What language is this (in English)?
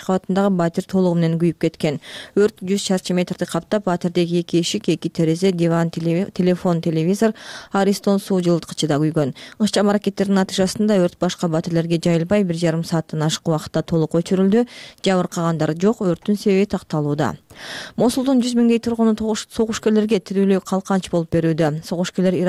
Kyrgyz